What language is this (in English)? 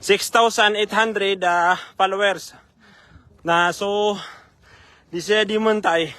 Maranao